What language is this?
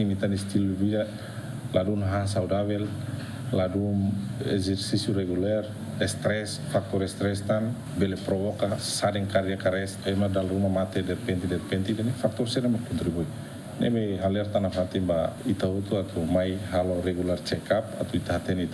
Tetum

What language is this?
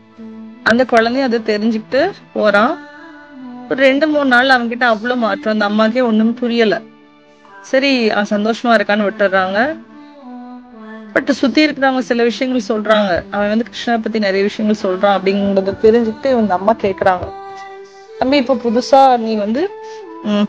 Tamil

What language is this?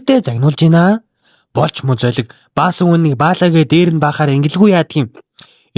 Mongolian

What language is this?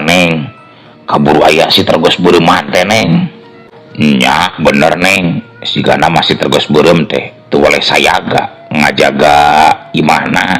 Sundanese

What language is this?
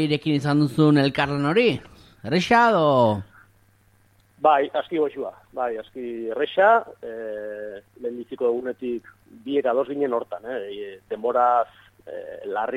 Basque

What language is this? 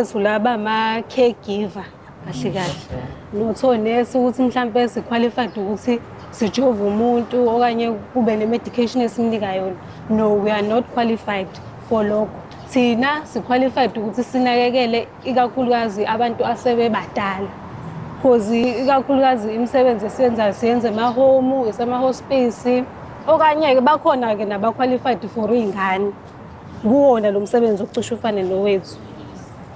Zulu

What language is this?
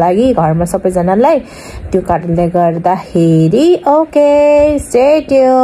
Nepali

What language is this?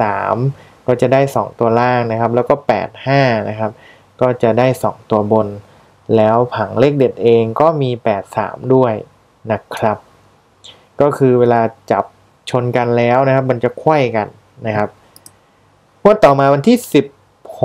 Thai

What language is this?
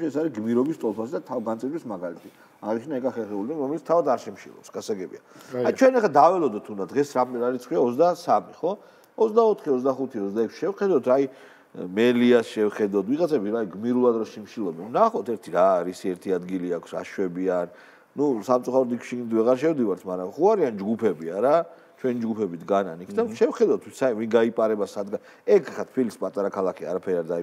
Georgian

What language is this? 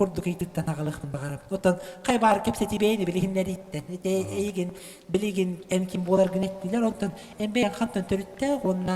Yakut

